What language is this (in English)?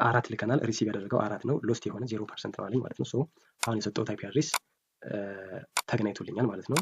Amharic